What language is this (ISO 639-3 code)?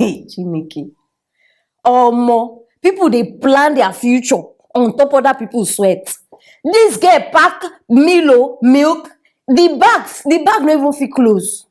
pcm